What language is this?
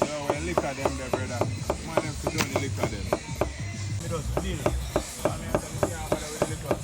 Jamaican Creole English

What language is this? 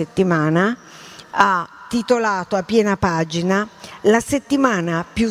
Italian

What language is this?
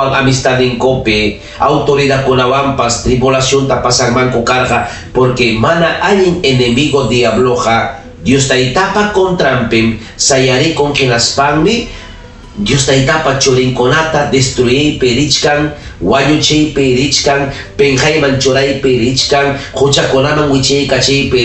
Ayacucho Quechua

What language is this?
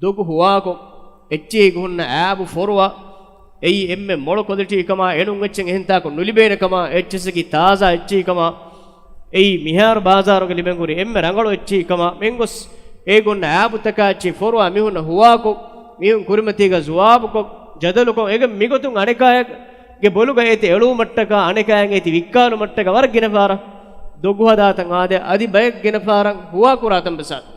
Divehi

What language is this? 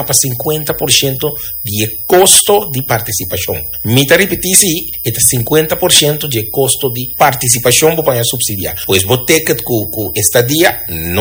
Papiamento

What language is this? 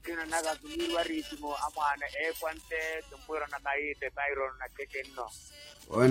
Makhuwa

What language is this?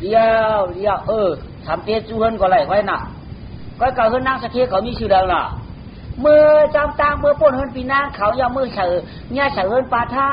Shan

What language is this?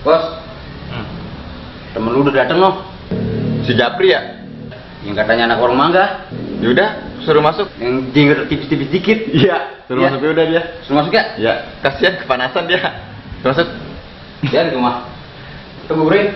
Betawi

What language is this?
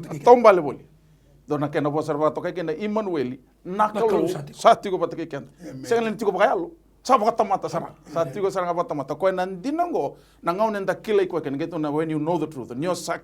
Fijian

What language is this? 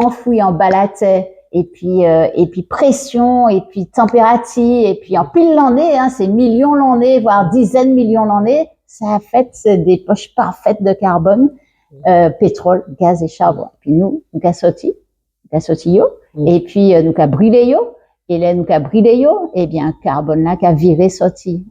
Guadeloupean Creole French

